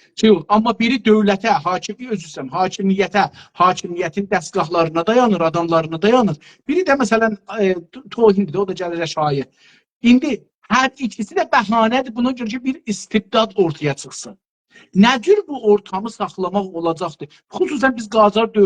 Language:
South Azerbaijani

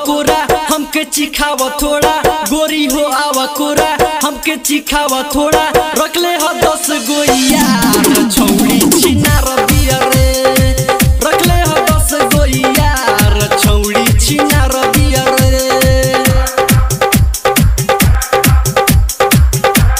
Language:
Bhojpuri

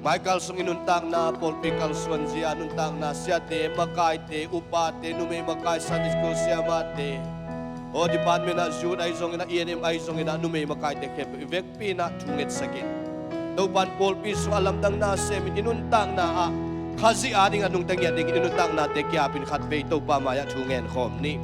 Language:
Tedim Chin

